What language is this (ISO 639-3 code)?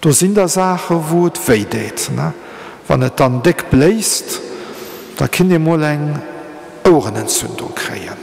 ltz